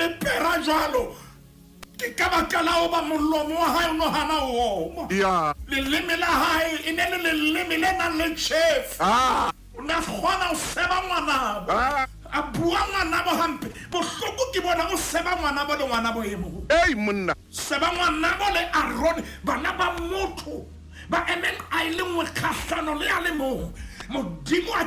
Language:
Southern Sotho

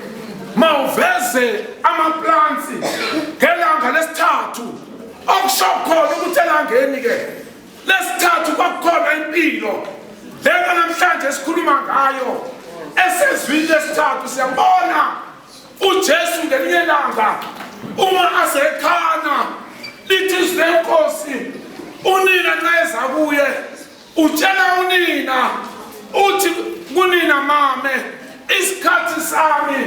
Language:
Zulu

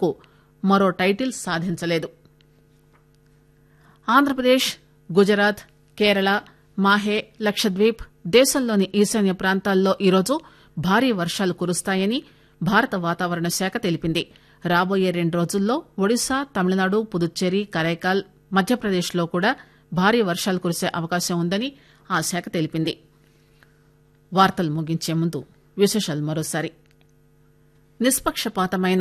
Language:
Telugu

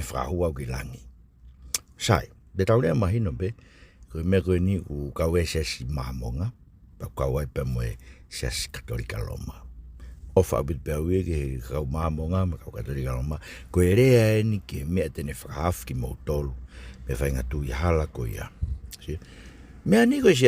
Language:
Tongan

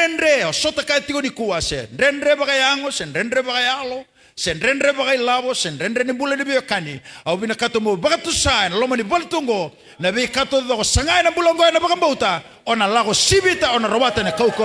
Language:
Fijian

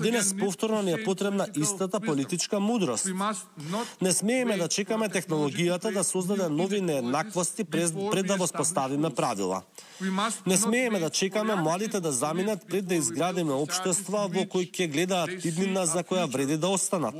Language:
Macedonian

